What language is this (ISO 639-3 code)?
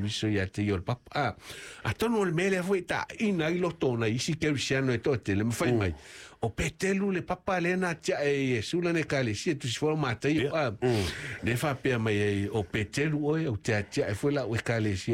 smo